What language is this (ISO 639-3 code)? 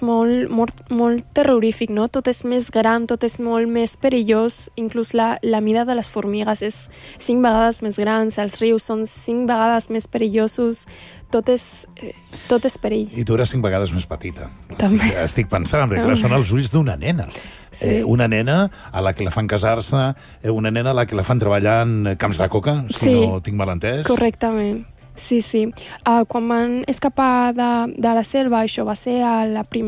cat